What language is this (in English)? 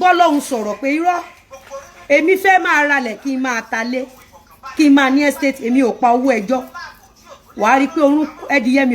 Yoruba